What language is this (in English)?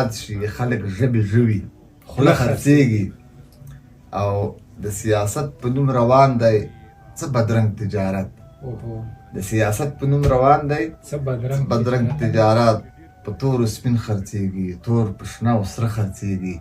Pashto